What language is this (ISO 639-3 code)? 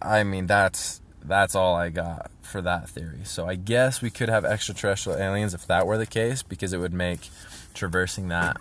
eng